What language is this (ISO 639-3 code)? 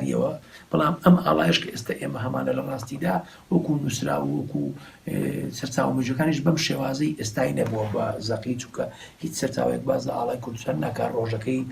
ckb